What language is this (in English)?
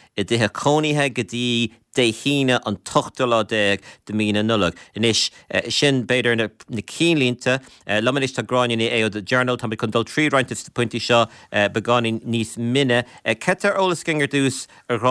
Irish